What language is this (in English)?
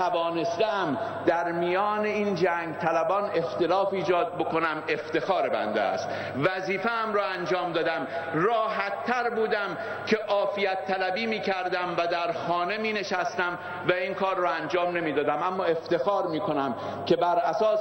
Persian